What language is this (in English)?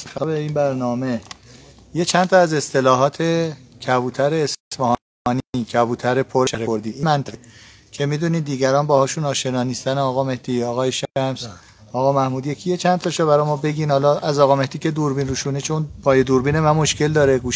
Persian